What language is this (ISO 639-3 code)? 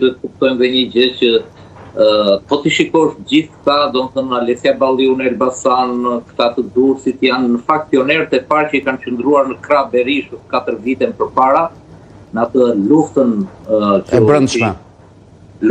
sqi